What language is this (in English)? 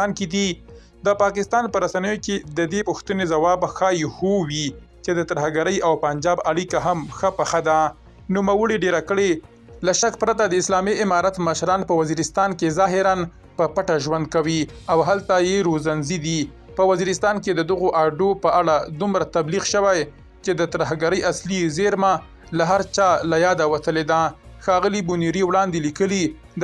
Pashto